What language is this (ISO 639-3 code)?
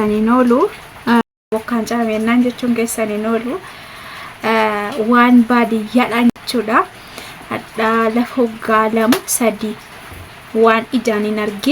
orm